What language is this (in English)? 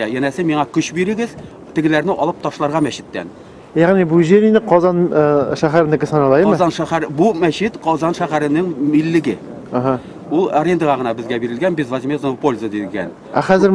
Tatar